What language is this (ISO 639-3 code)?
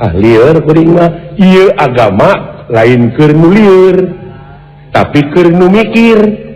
sun